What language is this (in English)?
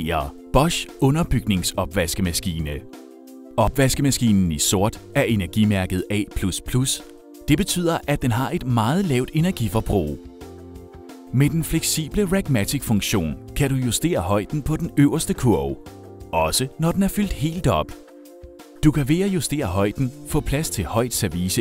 Danish